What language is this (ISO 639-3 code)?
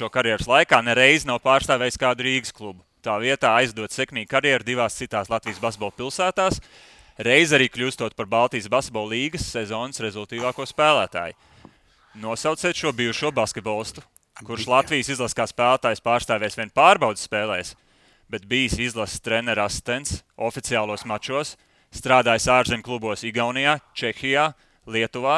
lav